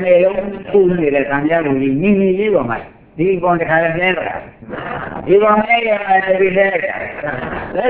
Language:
Burmese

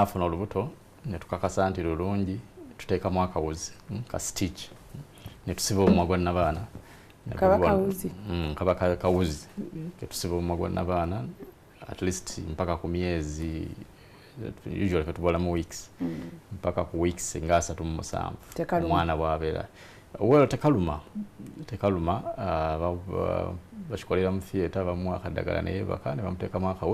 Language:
Ganda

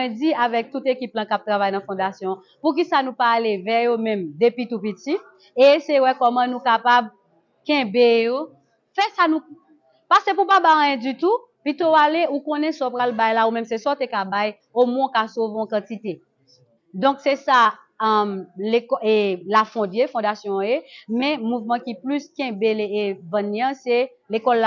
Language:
Haitian Creole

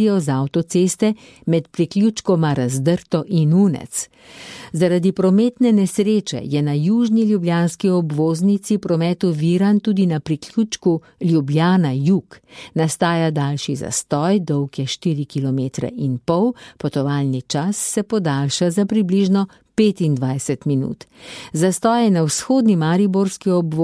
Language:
Slovenian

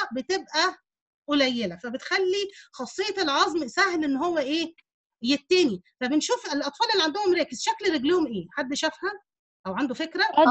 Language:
Egyptian Arabic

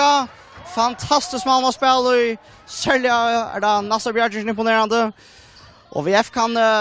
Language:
Faroese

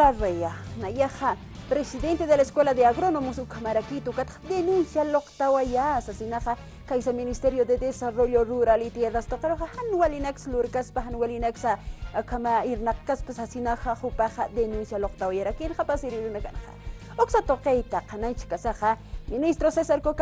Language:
Aymara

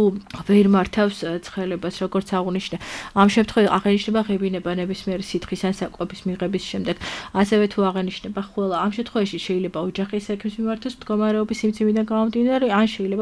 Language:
Georgian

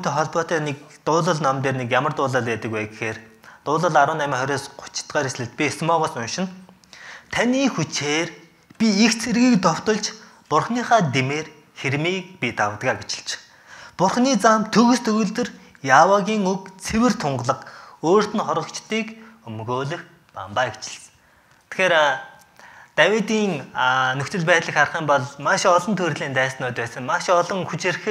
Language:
Mongolian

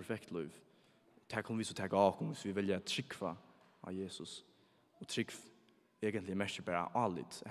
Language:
Faroese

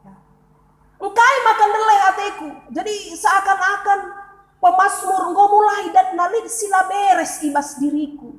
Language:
Batak Karo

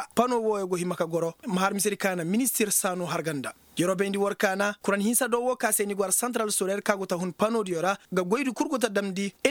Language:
Koyraboro Senni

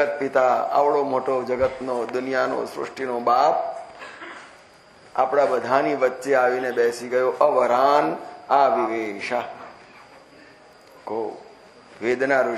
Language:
Gujarati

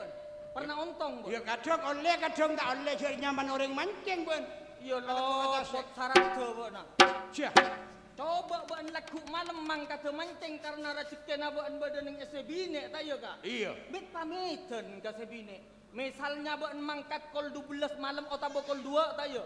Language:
Madurese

